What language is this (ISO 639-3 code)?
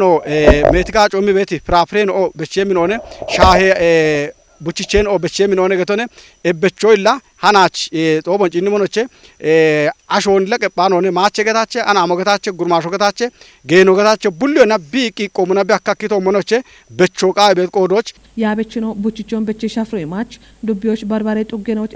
kbr